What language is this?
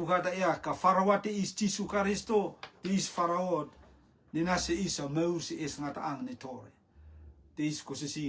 Rotuman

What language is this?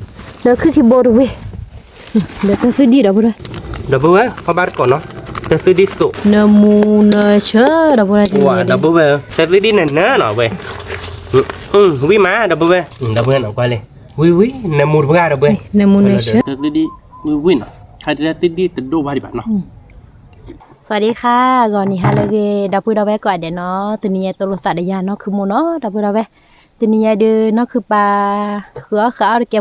S'gaw Karen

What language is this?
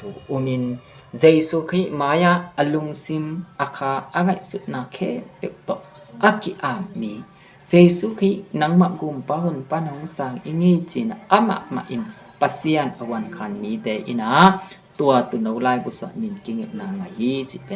Tedim Chin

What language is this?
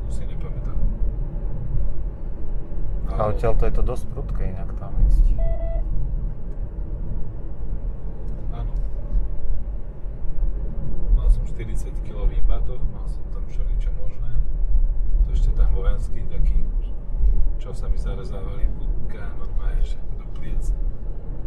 Slovak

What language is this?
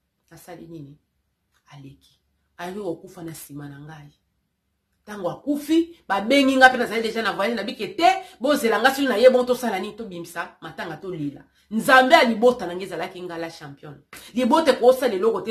Lingala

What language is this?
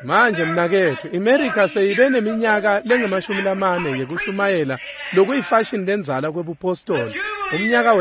Swati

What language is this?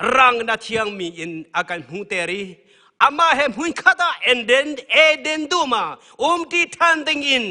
Hakha Chin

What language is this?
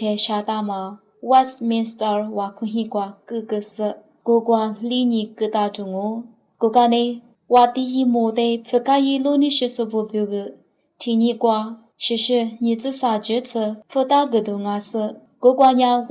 Lisu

